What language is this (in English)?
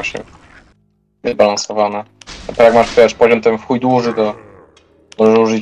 Polish